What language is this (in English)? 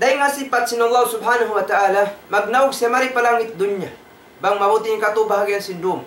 Tausug